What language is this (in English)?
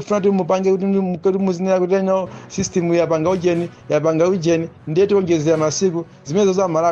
Nyanja